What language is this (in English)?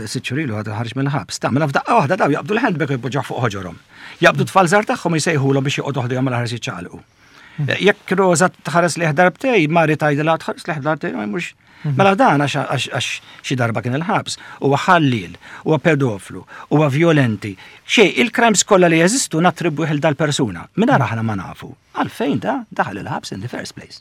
Maltese